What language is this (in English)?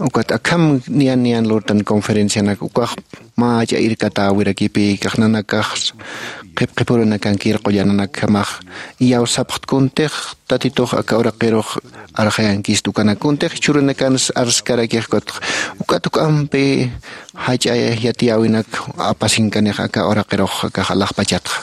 Aymara